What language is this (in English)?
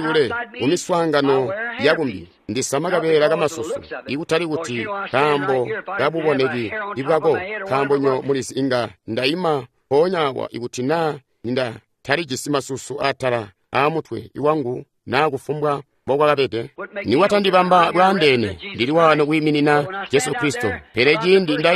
Tonga (Zambia)